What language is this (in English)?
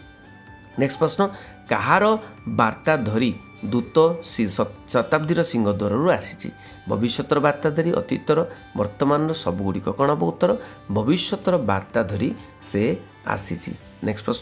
Odia